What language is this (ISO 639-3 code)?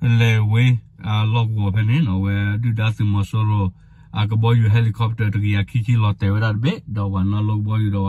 ksw